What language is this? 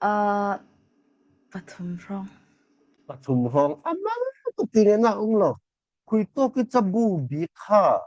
Falam Chin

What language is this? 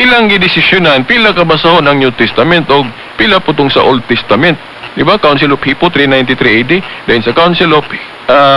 Cebuano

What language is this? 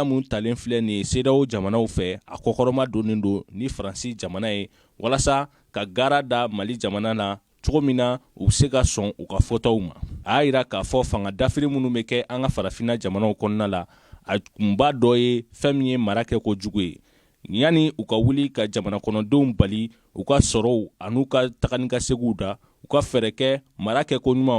Bambara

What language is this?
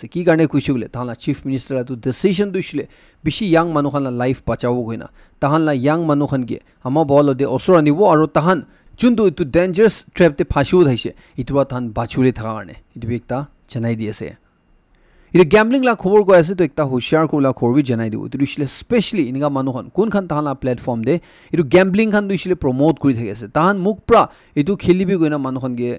Naga Pidgin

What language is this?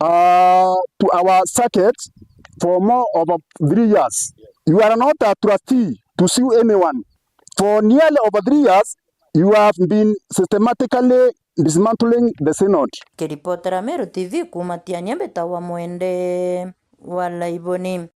Meru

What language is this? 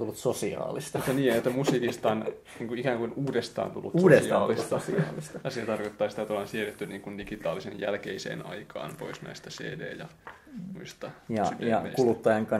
Finnish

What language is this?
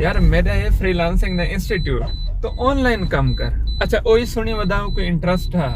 Saraiki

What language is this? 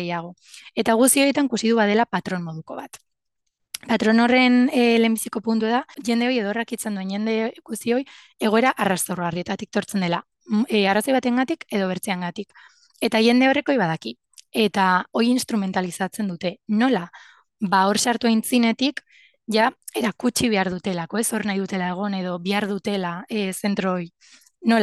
Basque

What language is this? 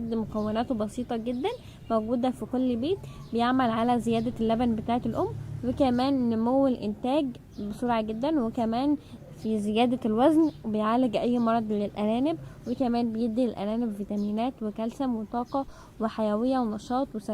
Egyptian Arabic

